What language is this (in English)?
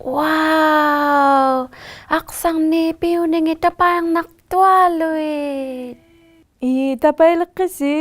Inuktitut